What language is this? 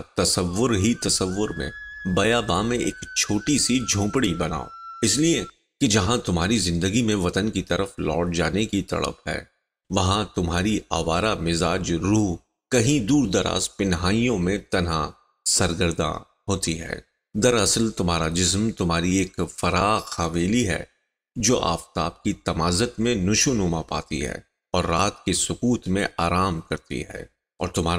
Urdu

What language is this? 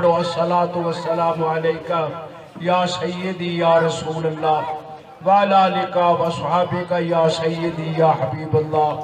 Saraiki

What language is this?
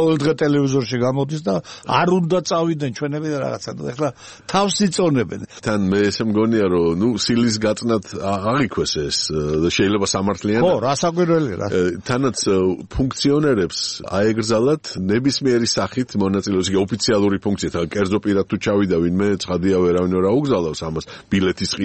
Georgian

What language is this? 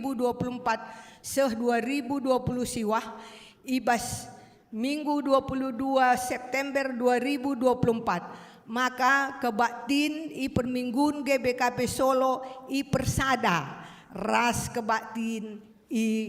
Batak Karo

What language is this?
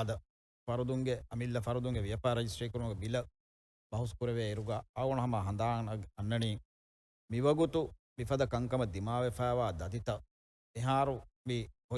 Divehi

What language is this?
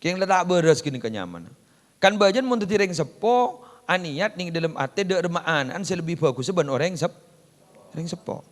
Madurese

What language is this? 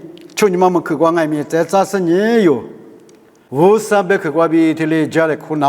Lisu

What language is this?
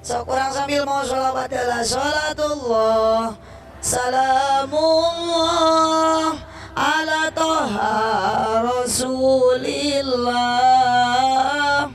Sundanese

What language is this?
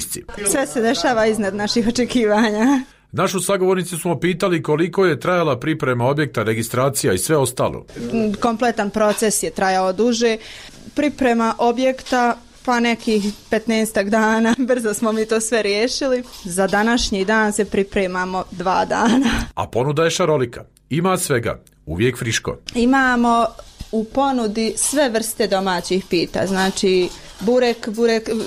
Bosnian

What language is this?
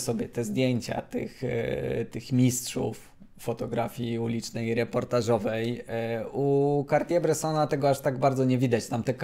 Polish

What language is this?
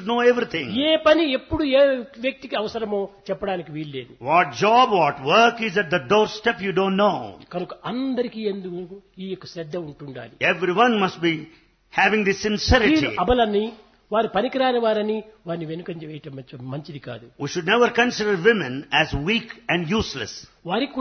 Telugu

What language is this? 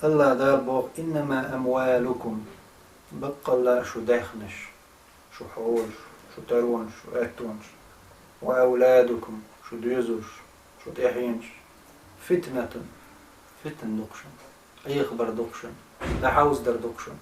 Chechen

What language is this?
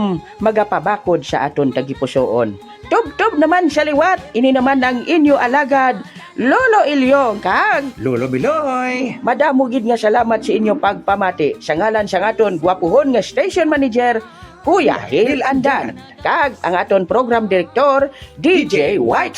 Hiligaynon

